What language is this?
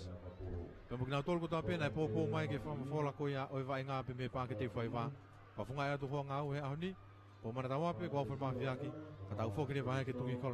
Tongan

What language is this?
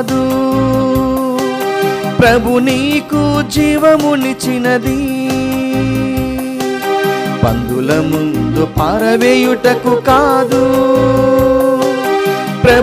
Telugu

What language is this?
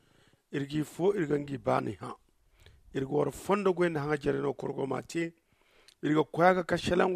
Zarma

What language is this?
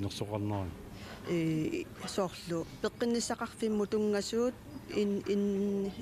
Kalaallisut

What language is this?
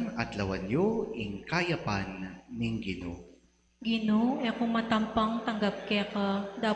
Pampanga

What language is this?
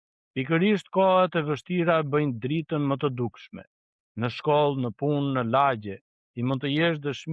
Albanian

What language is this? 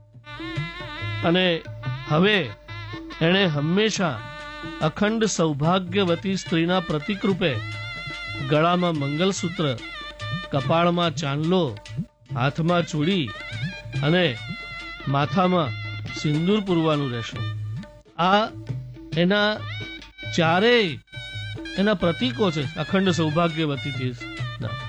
Gujarati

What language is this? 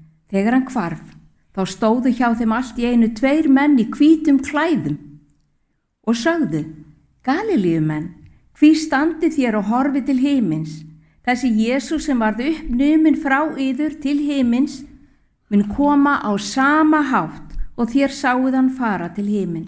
Icelandic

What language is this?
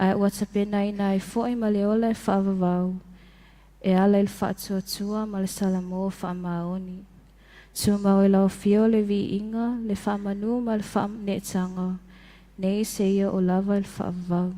Samoan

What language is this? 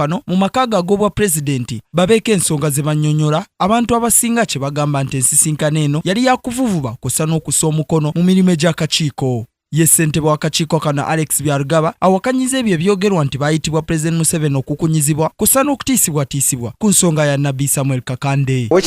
Ganda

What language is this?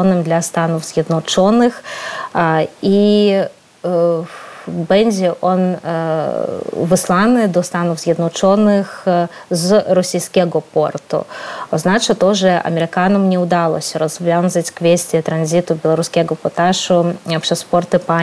Polish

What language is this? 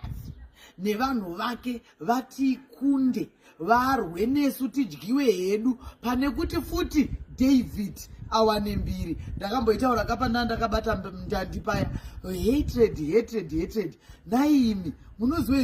Shona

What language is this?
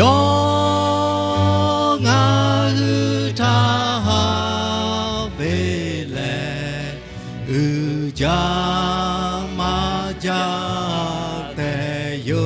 Lahu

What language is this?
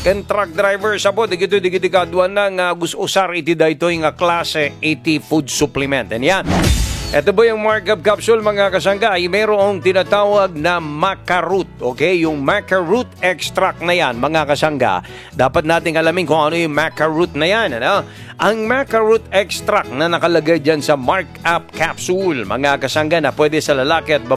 Filipino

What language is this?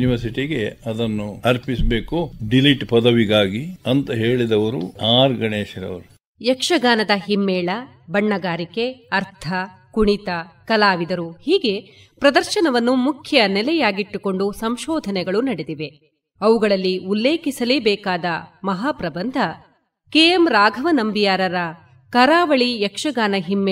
Kannada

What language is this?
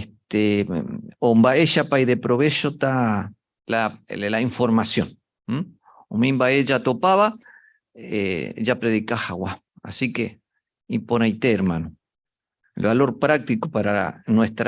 Guarani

